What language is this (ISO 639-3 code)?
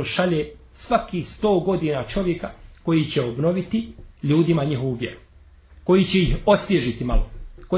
bos